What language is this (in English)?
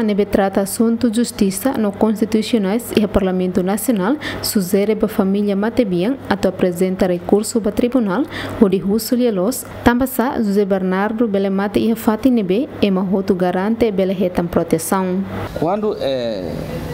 Tetum